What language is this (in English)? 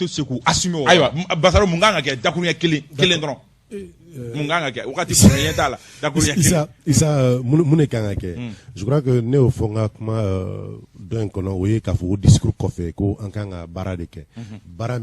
Bambara